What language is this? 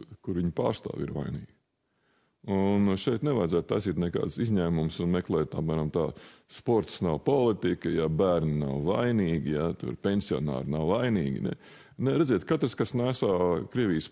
Latvian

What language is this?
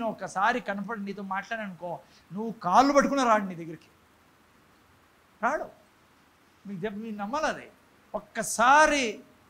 Telugu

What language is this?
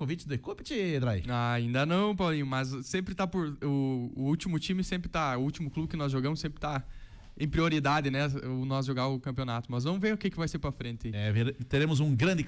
Portuguese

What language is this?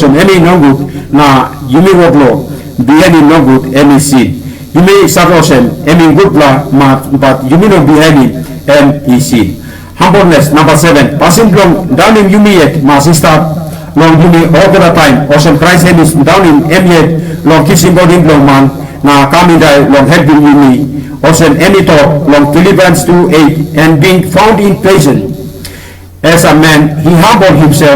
Tok Pisin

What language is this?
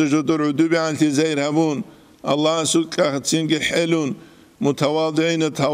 Avaric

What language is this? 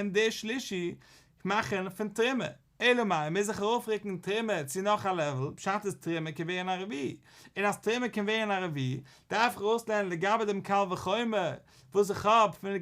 Yiddish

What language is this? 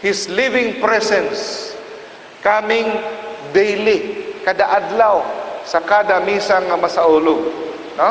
Cebuano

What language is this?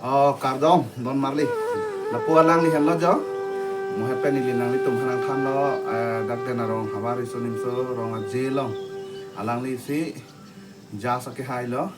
Karbi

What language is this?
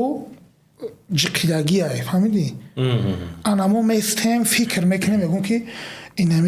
Tajik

